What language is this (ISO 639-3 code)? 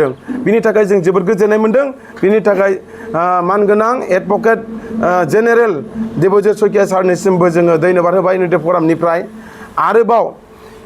brx